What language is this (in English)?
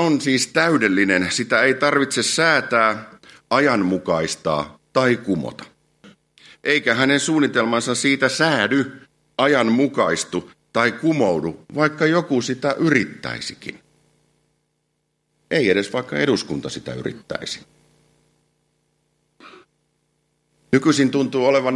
Finnish